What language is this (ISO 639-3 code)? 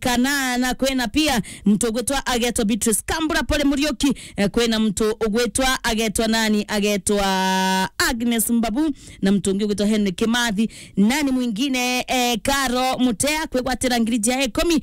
mer